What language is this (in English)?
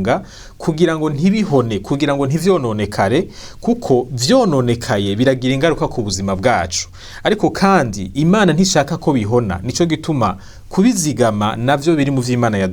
Rundi